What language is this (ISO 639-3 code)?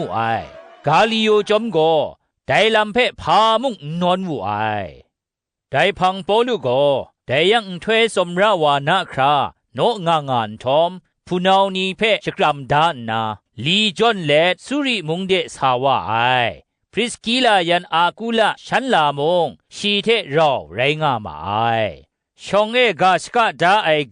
kac